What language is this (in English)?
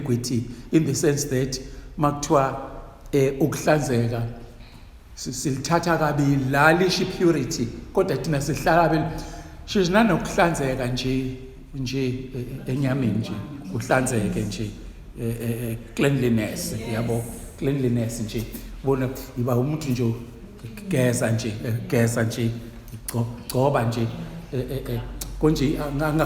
Zulu